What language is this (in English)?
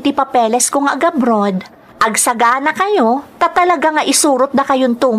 Iloko